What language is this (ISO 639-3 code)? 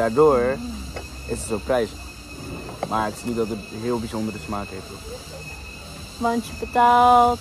nld